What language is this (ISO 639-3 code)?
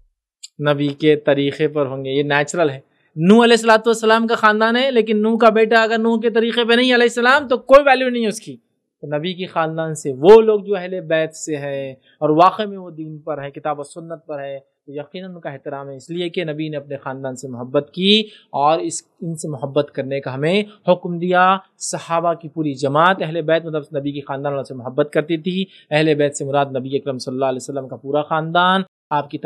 urd